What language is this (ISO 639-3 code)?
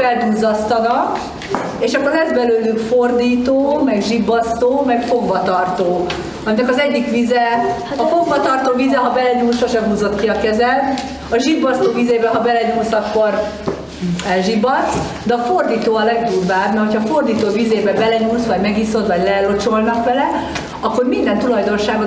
hun